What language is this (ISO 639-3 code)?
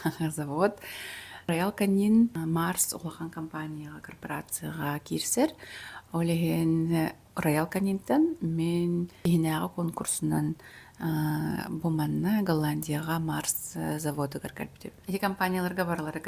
sah